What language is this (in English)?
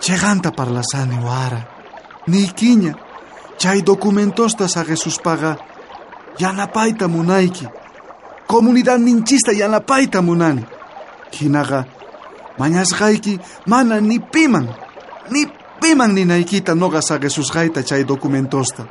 South Bolivian Quechua